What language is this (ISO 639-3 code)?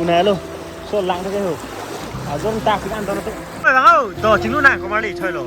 mjw